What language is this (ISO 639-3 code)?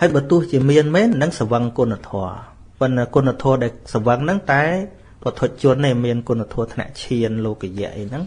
khm